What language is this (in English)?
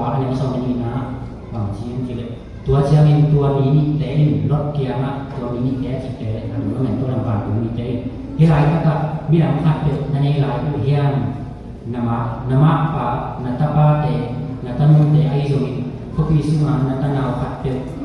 Tedim Chin